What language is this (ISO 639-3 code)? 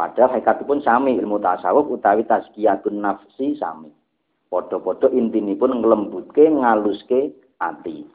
jav